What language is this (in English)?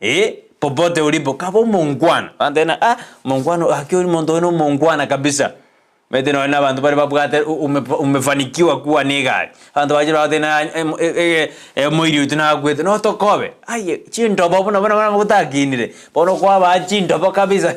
Gusii